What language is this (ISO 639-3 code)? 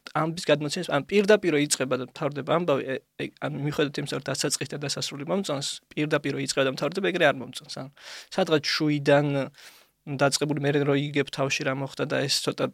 kat